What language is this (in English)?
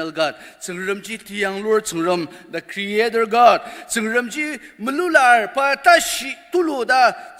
Ao Naga